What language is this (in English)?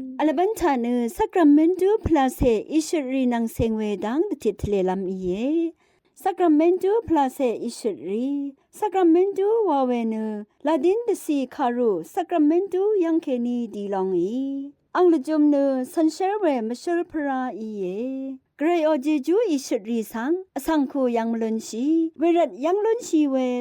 Rawang